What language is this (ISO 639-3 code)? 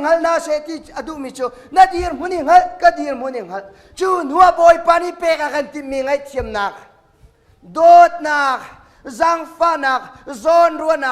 cnh